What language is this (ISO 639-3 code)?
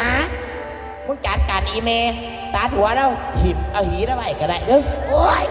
tts